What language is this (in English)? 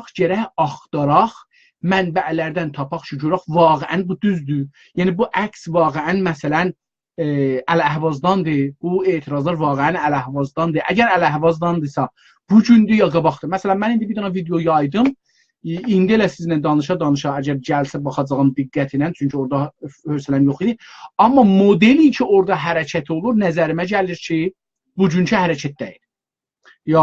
South Azerbaijani